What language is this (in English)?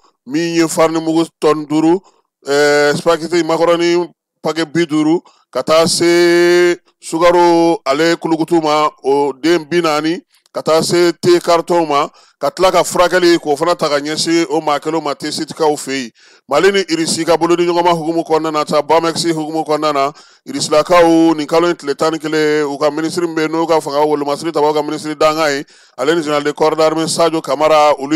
Bambara